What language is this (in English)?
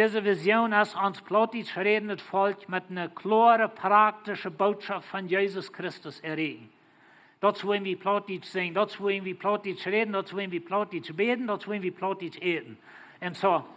Plautdietsch